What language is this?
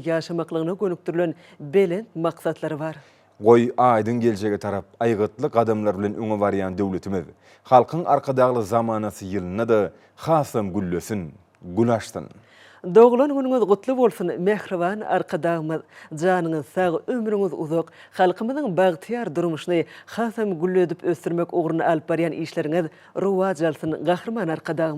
Turkmen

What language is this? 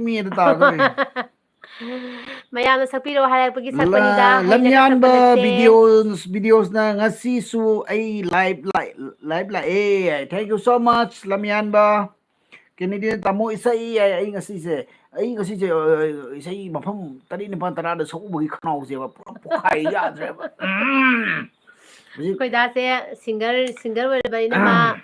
Manipuri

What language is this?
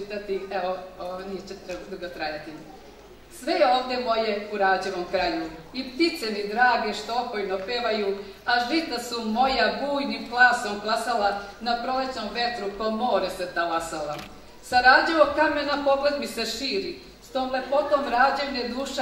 Serbian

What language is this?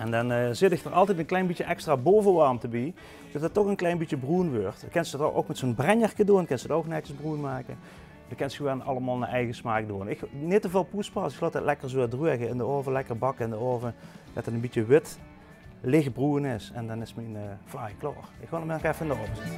Limburgish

